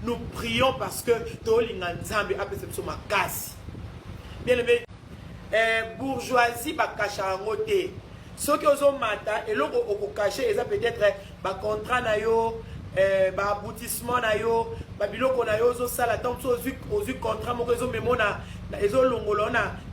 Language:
Lingala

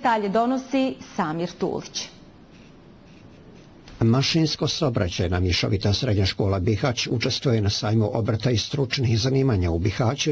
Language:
Bosnian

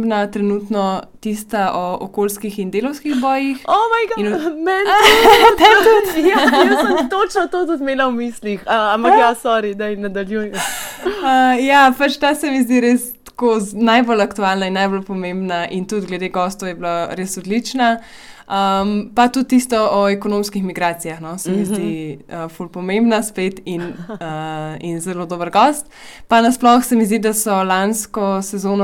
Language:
Slovenian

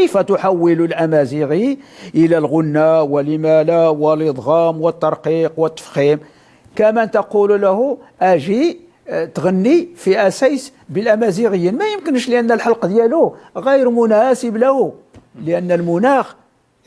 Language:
Moroccan Arabic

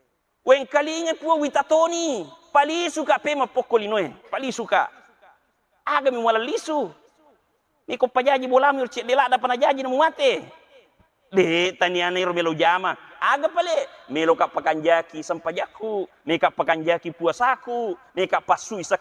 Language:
Buginese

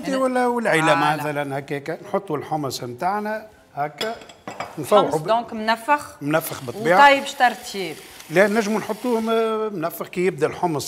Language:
Tunisian Arabic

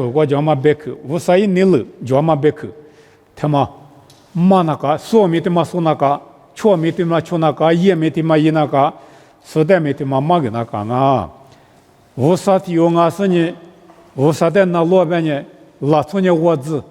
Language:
Lisu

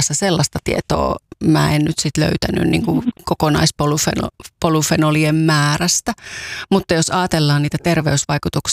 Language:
Finnish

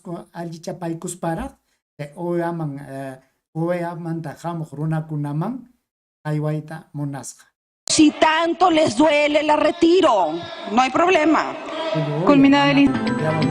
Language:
Ayacucho Quechua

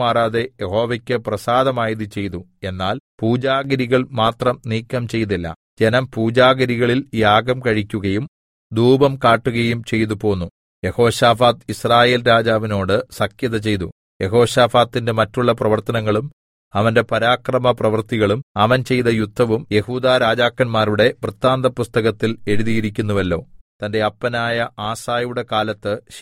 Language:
Malayalam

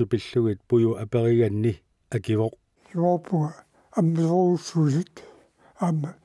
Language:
Kalaallisut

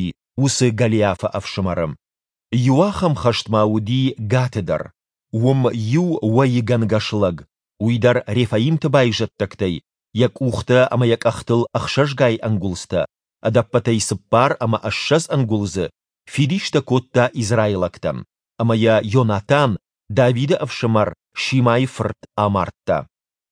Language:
Ossetic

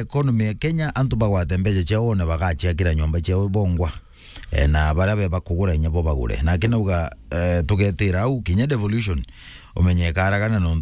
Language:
Meru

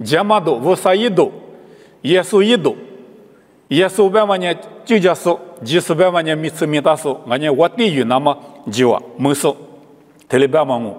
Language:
Lisu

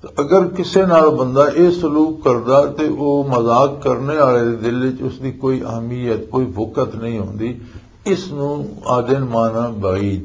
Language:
Western Panjabi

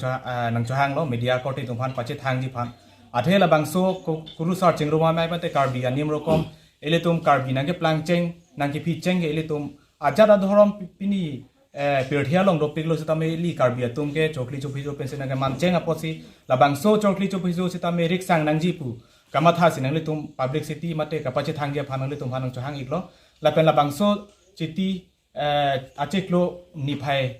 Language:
Karbi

